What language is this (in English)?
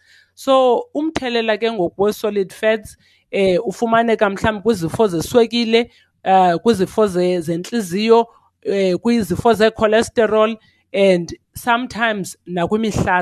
Xhosa